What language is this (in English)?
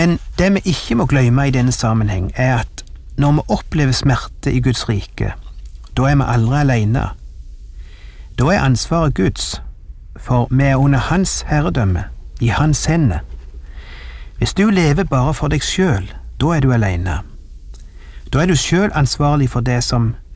Norwegian